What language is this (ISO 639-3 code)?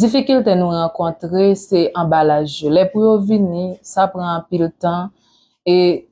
hat